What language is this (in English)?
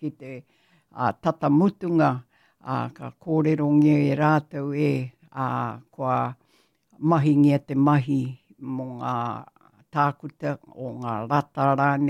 Māori